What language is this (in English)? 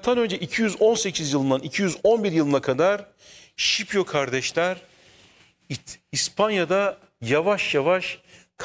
Turkish